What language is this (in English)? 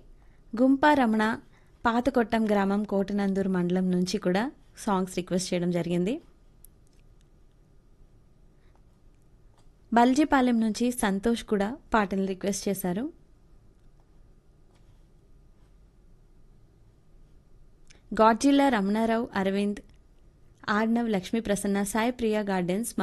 Telugu